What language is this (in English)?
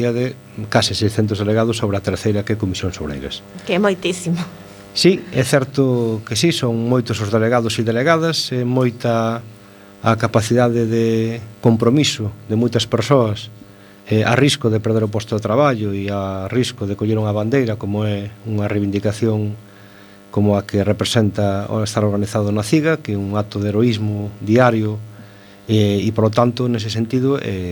Galician